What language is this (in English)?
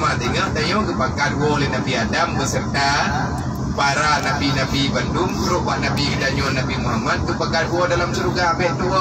Achinese